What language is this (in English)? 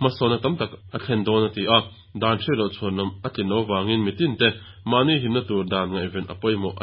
Mizo